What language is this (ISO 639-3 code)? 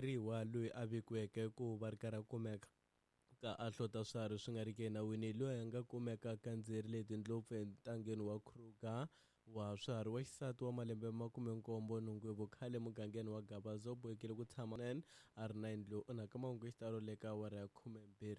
tso